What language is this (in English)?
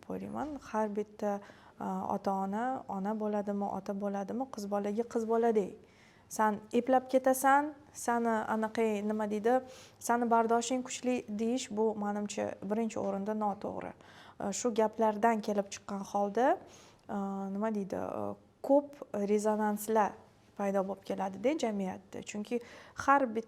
Uzbek